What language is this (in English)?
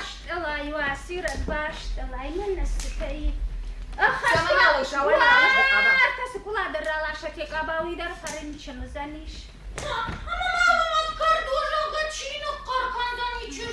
Ossetic